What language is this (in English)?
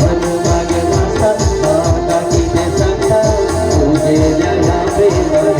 Konkani